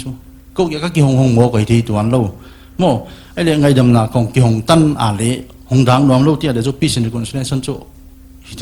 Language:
Paite Chin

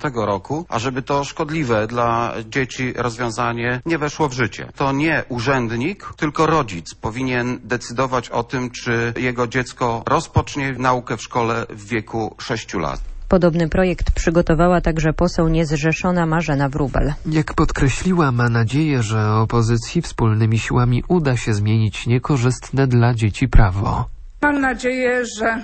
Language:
Polish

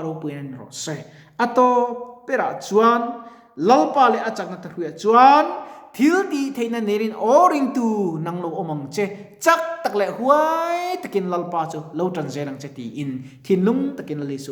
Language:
Mizo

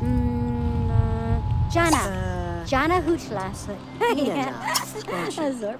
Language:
Bavarian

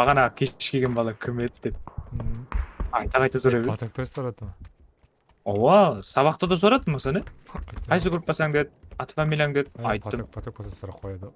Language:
Kara-Kalpak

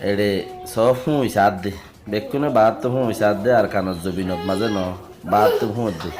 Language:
Rohingya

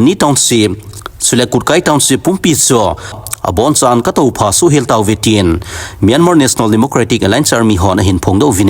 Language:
Thado Chin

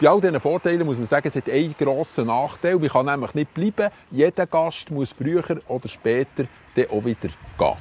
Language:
Swiss German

